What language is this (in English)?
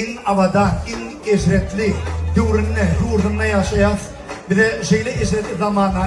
Turkmen